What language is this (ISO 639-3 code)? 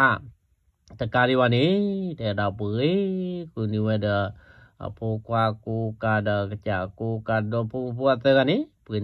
ksw